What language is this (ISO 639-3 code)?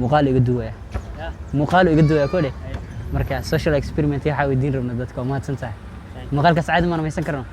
som